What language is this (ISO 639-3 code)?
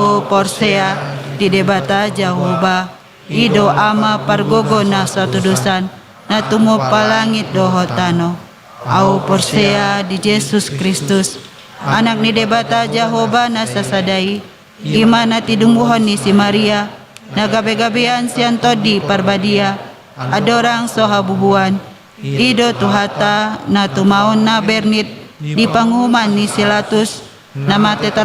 bbc